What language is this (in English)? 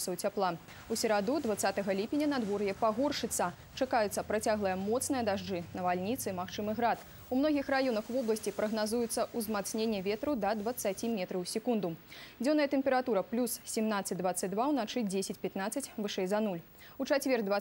Belarusian